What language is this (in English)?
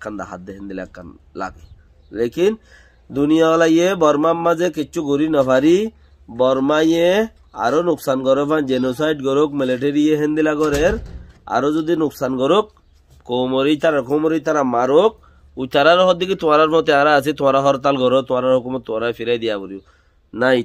Rohingya